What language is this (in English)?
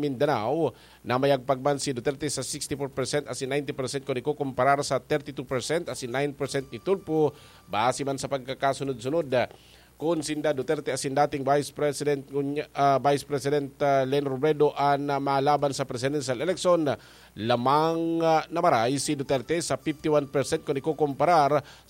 Bikol